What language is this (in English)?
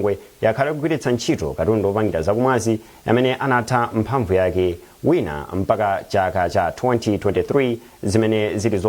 Nyanja